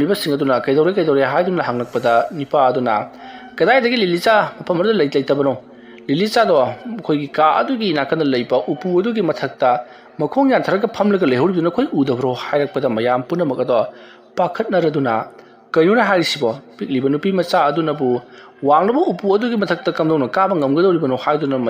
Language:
Manipuri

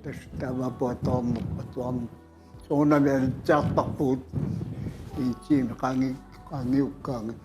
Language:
Kalaallisut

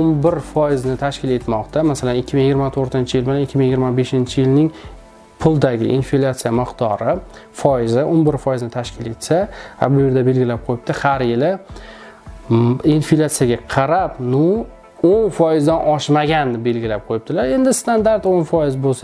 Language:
Uzbek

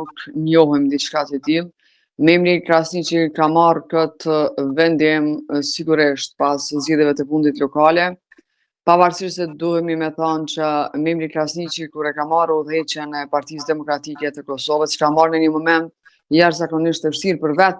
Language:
Albanian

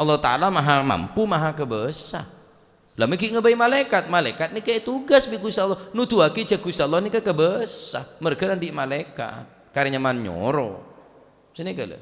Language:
Madurese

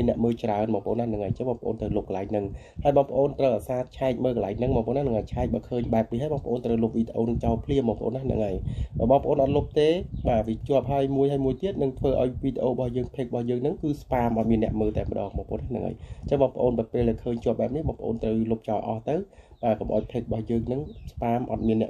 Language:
Khmer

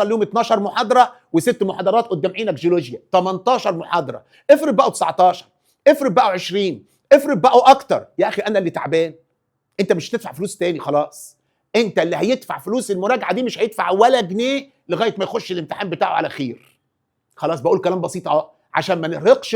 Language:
Egyptian Arabic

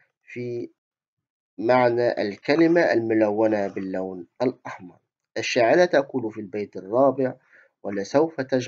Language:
Arabic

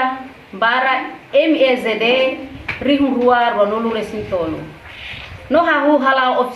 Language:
Tetum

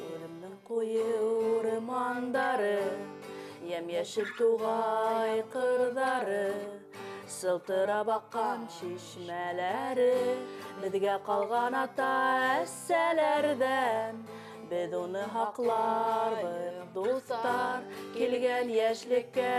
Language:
Bashkir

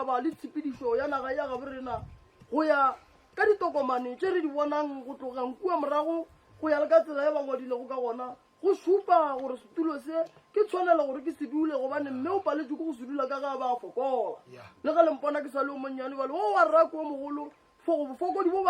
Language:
Northern Sotho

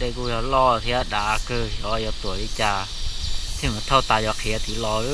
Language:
Hmong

